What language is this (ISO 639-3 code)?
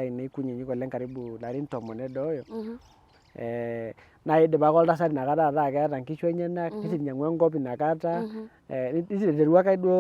mas